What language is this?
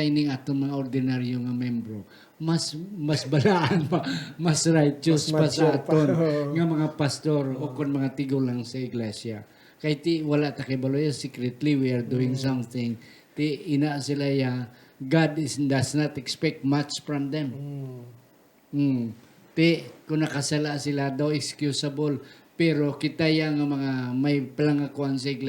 Hiligaynon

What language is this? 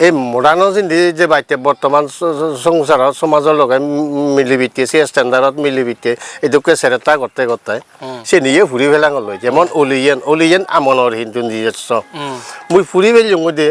Chakma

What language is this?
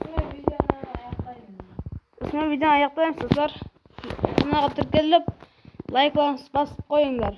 Kara-Kalpak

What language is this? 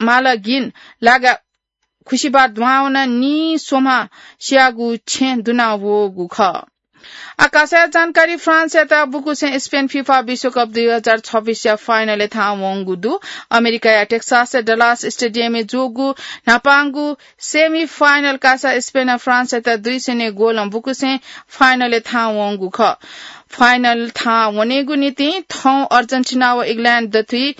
Newari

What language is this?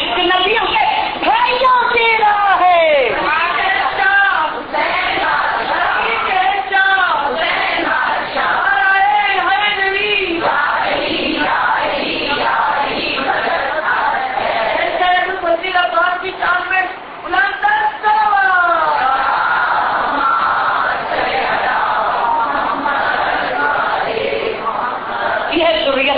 Urdu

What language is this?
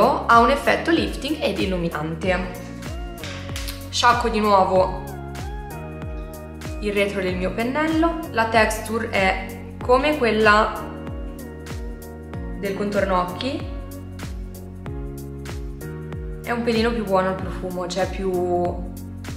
Italian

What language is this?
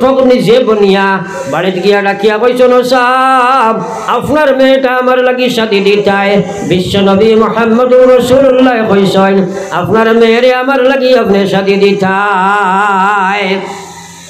Sylheti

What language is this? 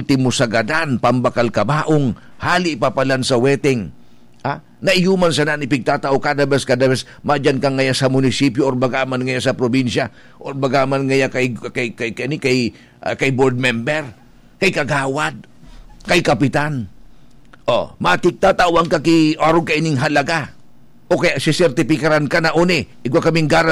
Bikol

